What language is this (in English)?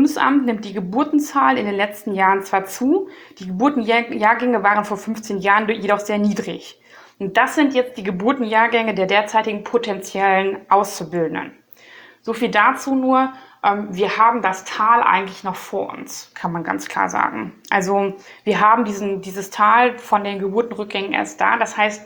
German